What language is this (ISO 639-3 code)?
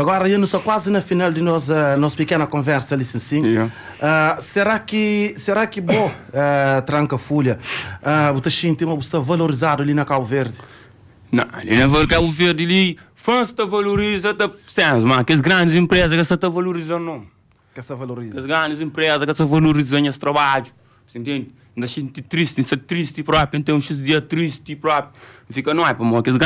kea